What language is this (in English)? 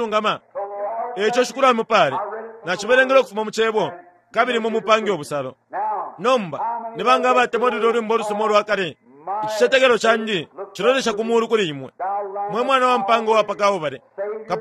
Bemba